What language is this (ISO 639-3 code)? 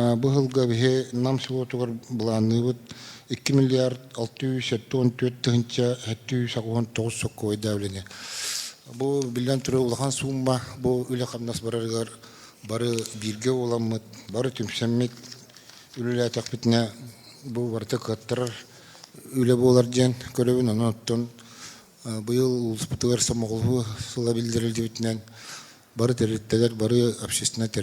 sah